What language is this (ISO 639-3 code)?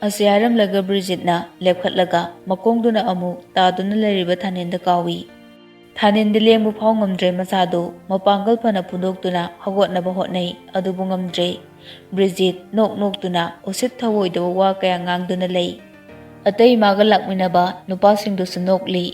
mni